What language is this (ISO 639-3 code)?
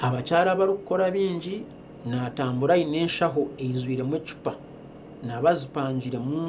nyn